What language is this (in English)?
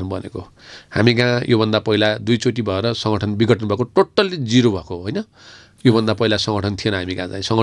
Nepali